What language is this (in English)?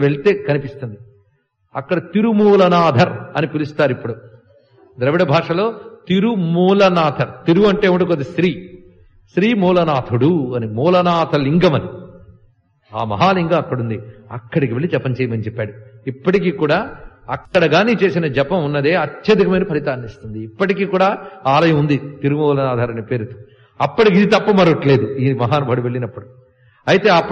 Telugu